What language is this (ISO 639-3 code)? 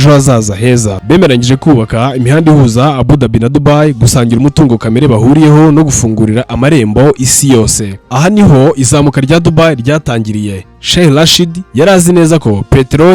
kin